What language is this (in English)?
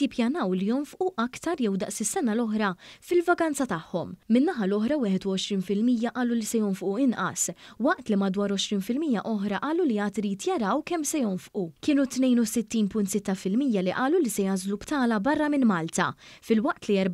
Maltese